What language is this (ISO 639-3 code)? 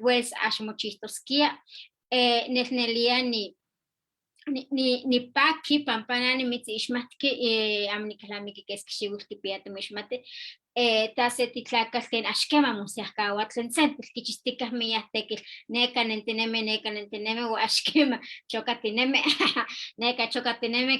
nhe